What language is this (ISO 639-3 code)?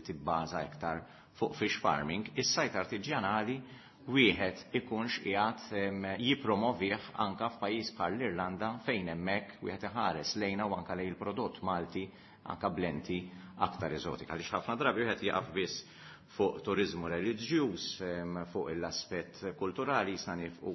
mlt